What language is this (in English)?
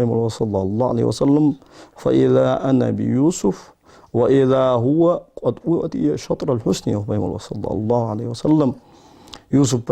Ingush